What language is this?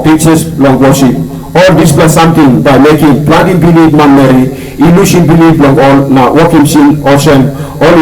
Tok Pisin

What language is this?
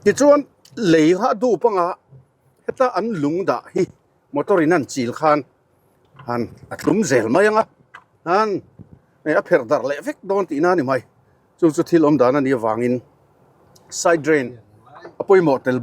Mizo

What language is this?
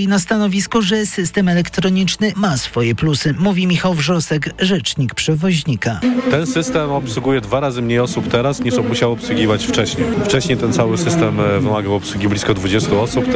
Polish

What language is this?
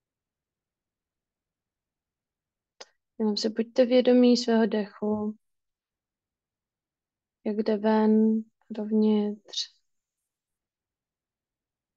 Czech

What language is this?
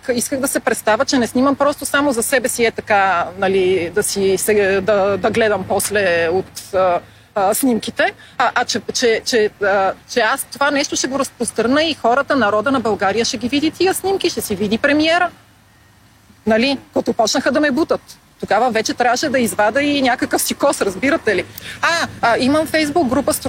Bulgarian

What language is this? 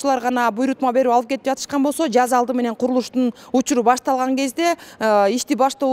Kyrgyz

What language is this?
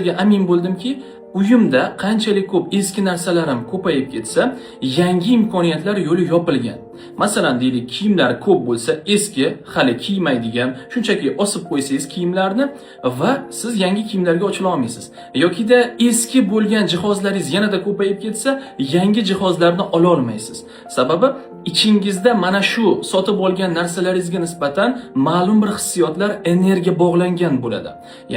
Uzbek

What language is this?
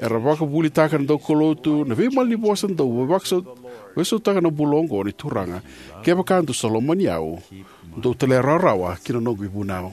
Fijian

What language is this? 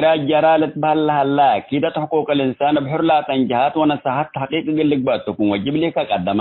Tigre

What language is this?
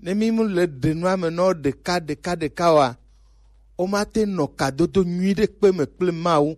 Gen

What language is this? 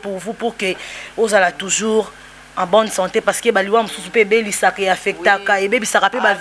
Lingala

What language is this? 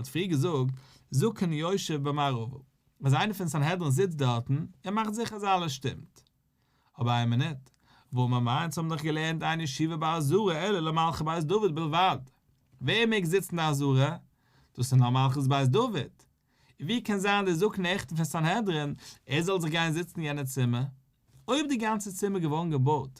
Yiddish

